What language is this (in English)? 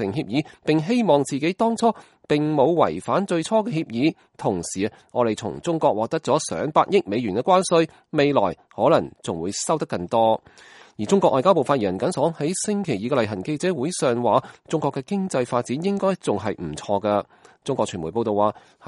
Cantonese